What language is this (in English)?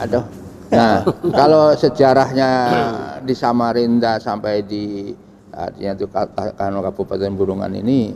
Banjar